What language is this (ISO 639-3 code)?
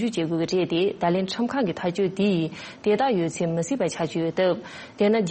bod